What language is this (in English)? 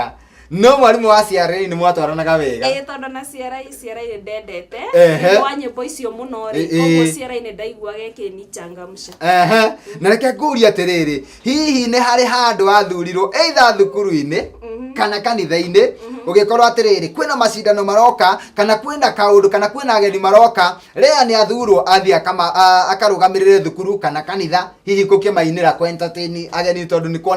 Kikuyu